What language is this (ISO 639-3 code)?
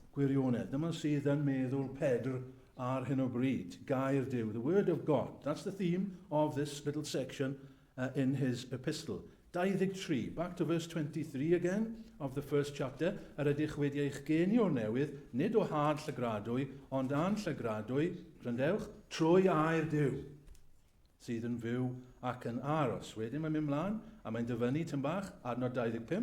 cym